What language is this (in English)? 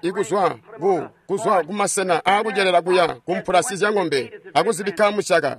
Tonga (Zambia)